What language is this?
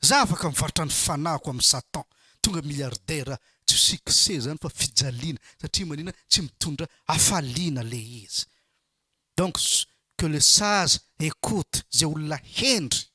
Malagasy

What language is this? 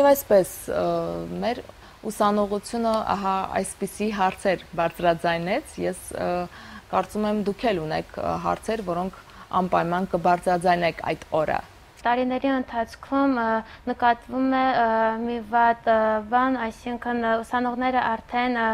Armenian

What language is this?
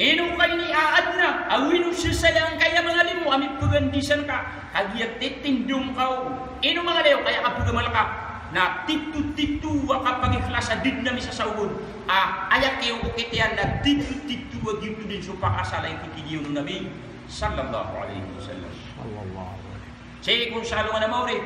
Maranao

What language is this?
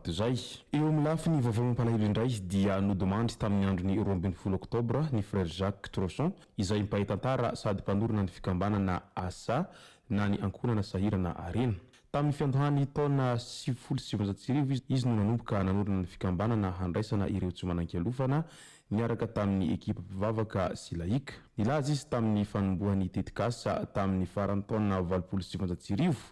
Malagasy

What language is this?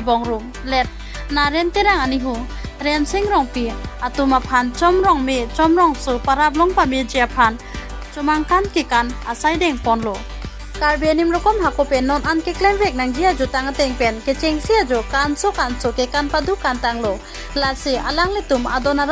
Karbi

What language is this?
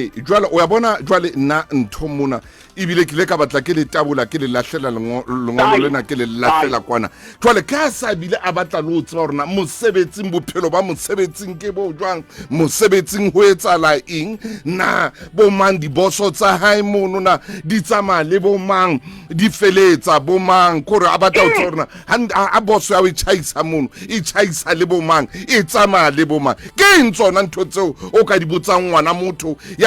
Southern Sotho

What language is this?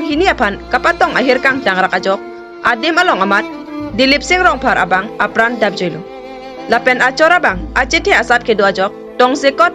Karbi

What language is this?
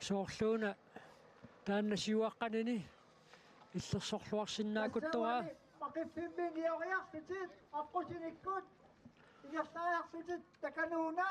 Kalaallisut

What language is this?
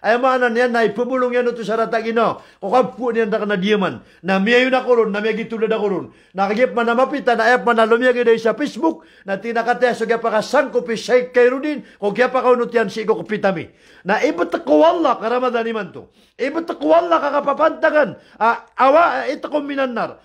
Maranao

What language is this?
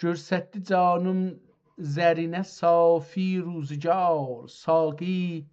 South Azerbaijani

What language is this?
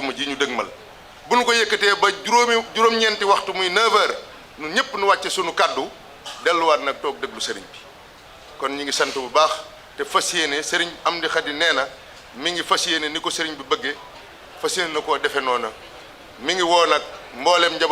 Wolof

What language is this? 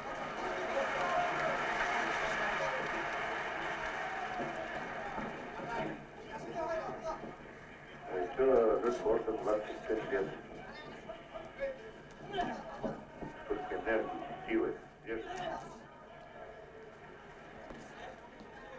Russian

